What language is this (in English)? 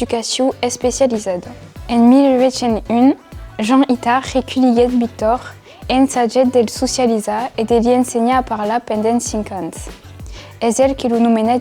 Occitan